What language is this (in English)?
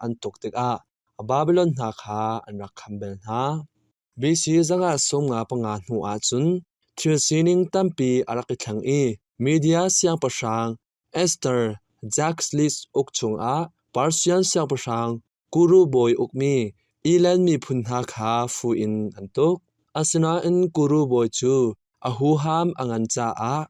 Hakha Chin